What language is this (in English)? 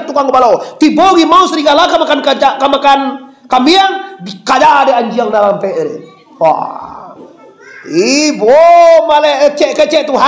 Minangkabau